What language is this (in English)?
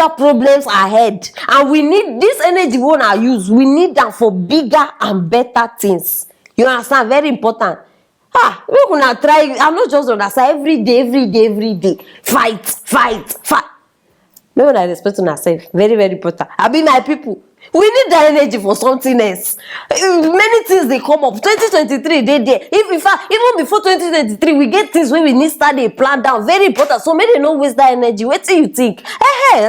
Nigerian Pidgin